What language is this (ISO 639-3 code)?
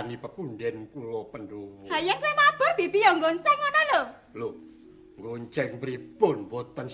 jav